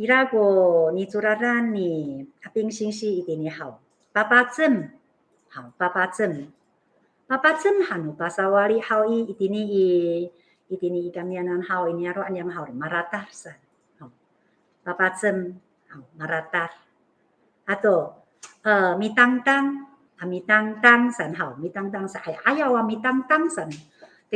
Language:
Amis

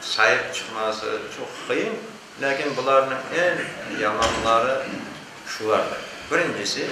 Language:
Crimean Tatar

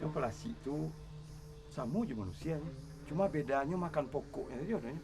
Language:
Minangkabau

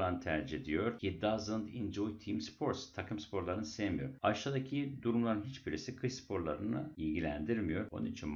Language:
Turkish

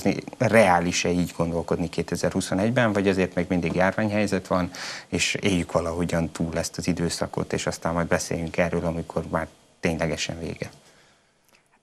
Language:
Hungarian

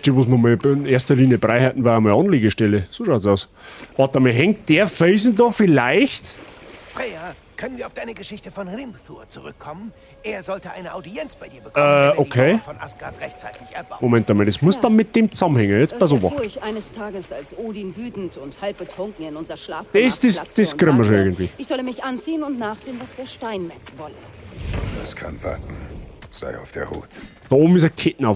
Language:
Bavarian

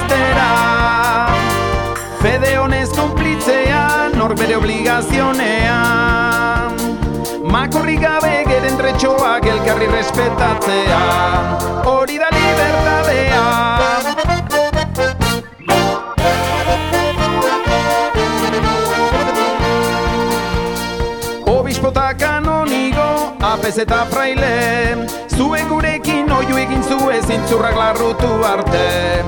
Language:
Basque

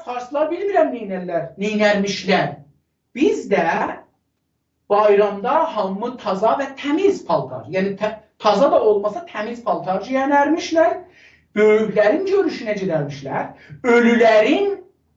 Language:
South Azerbaijani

